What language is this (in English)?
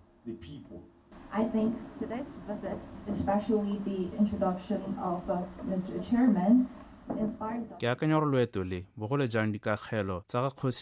Tswana